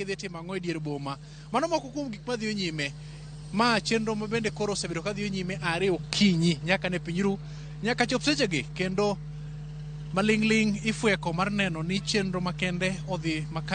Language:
Luo (Kenya and Tanzania)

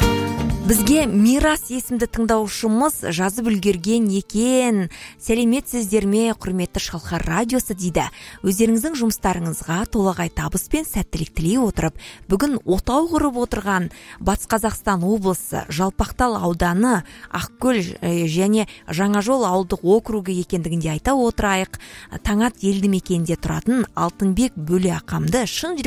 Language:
Kazakh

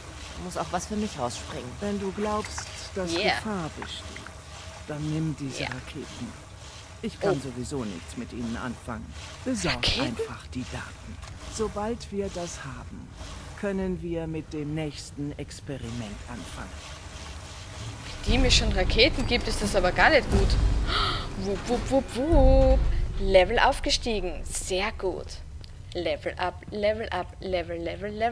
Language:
German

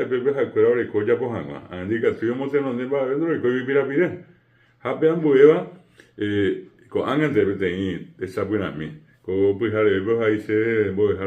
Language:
Guarani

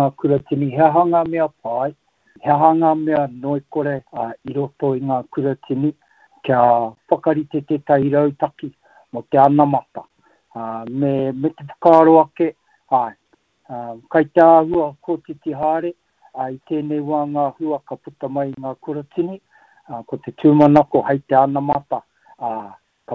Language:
Māori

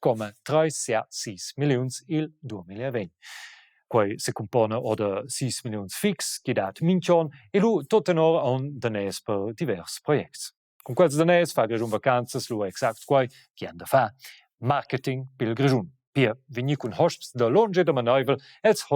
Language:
Romansh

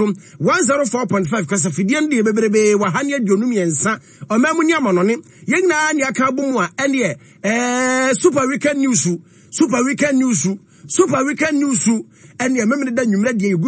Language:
Akan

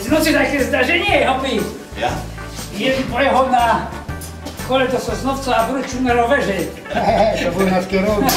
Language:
Silesian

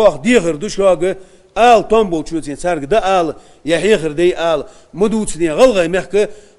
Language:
Ingush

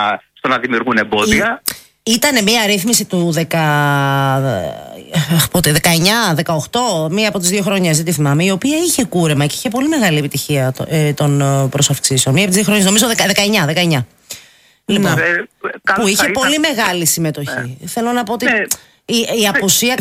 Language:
Greek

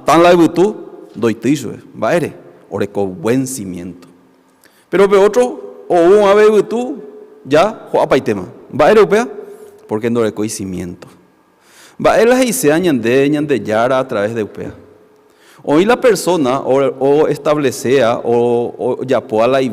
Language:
Guarani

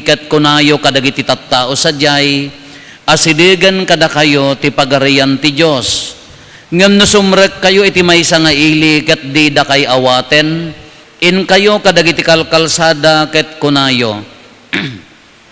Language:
Iloko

